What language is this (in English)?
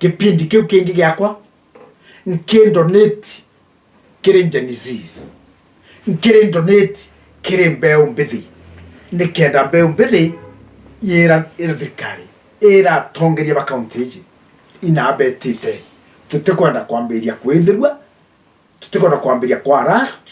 Meru